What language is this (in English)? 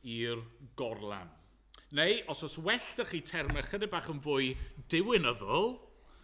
Welsh